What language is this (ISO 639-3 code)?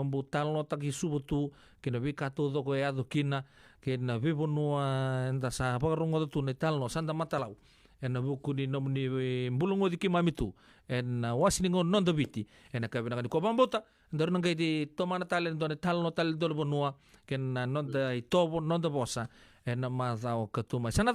fij